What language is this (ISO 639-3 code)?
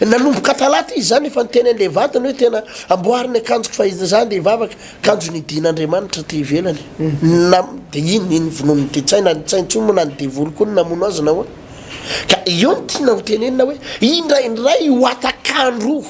mlg